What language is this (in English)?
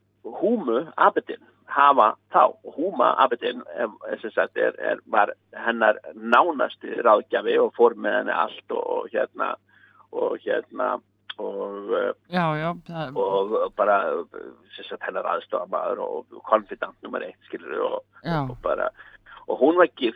Icelandic